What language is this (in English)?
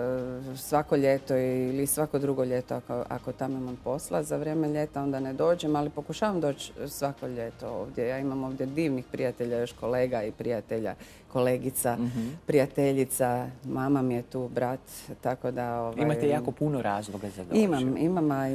Croatian